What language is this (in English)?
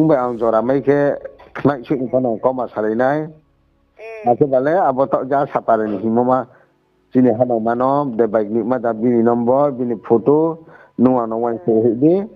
Riang (India)